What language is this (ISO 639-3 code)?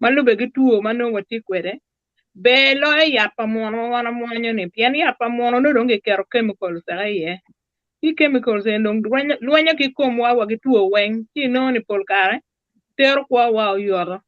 ach